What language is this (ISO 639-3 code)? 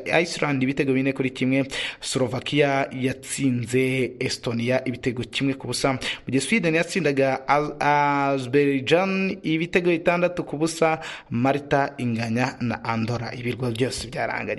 kin